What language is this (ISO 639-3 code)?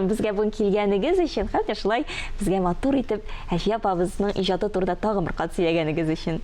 tat